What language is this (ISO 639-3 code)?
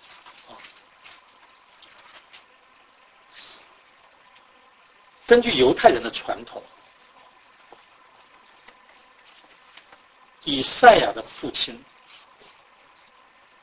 zho